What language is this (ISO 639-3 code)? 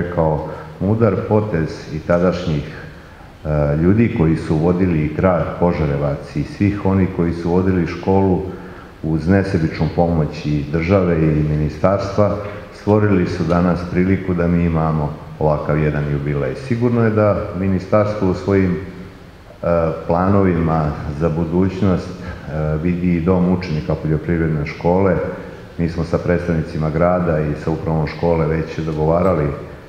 srp